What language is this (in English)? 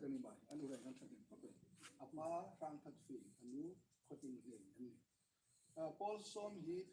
Hmar